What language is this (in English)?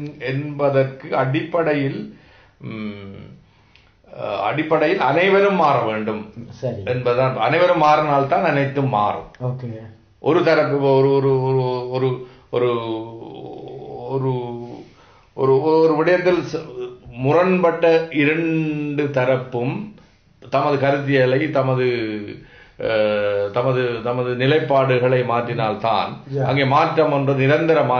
Tamil